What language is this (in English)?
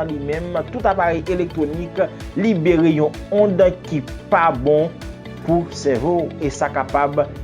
Haitian Creole